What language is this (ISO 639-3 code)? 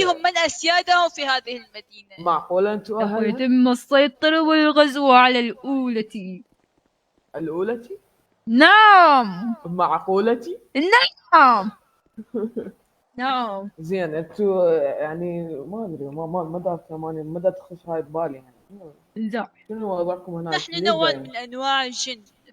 acm